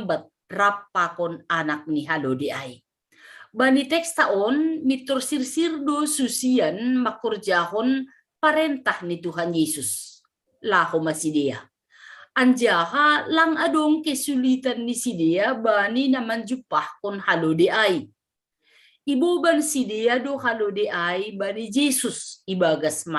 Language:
Batak Simalungun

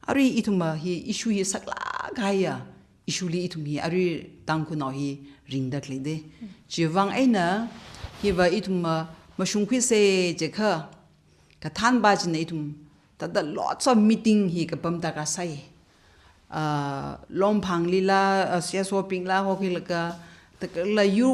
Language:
Tangkhul Naga (India)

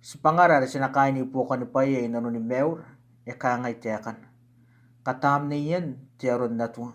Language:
Gilbertese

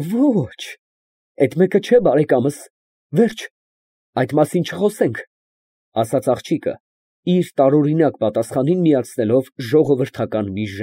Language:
Armenian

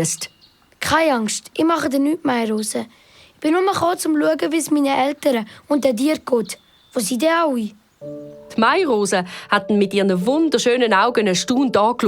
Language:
Swiss German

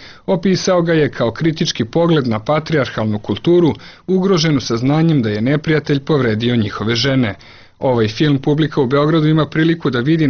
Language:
Serbian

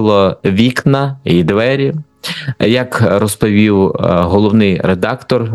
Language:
Ukrainian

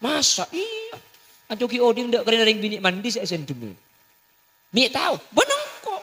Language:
Madurese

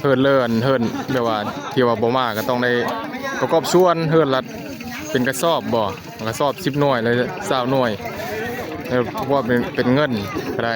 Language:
Northeastern Thai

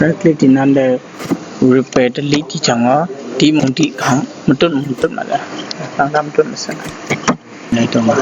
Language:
Kachin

